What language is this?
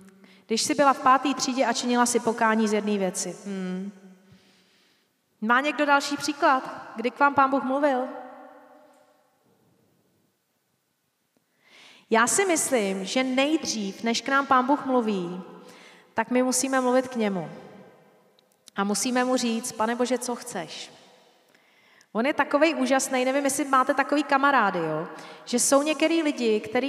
Czech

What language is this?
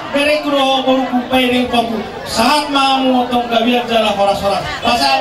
Batak Toba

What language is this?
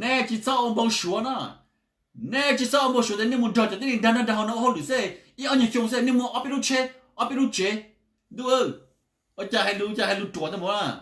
Hmong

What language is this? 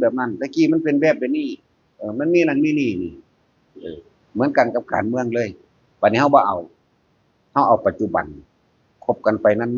Northeastern Thai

